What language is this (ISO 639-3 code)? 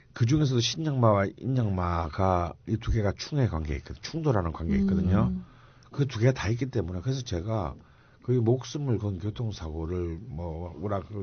kor